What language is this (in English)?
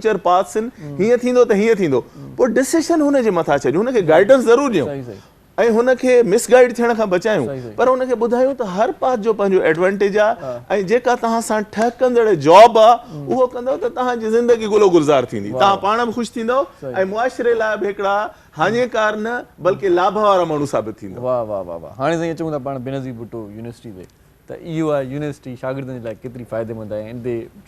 Sindhi